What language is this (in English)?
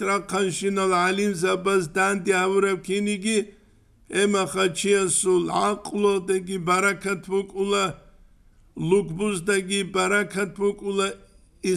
Avaric